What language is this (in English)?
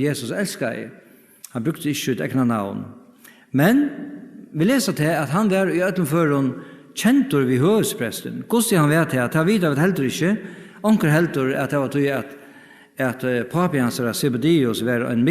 Faroese